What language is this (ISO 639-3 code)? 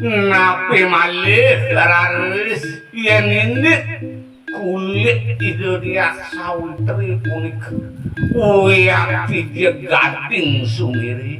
ban